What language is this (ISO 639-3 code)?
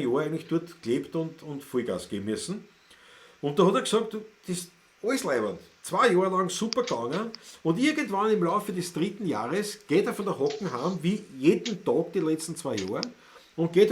bar